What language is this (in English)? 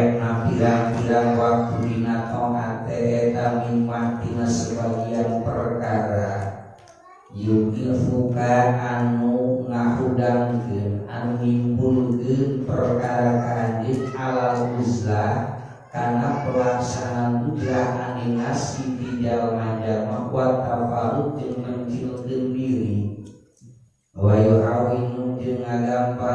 Sundanese